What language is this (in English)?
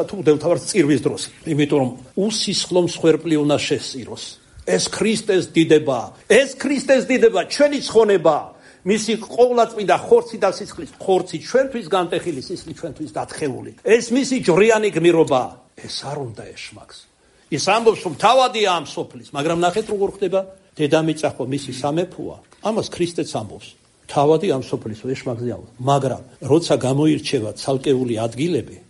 Georgian